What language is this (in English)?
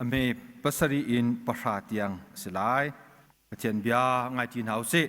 Hakha Chin